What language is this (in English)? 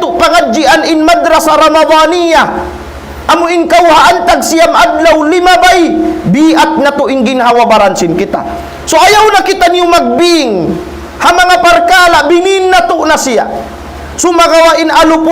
Tausug